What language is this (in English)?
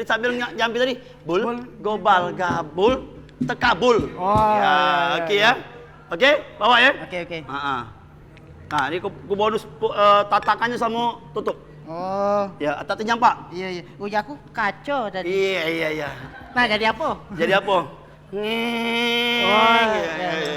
Musi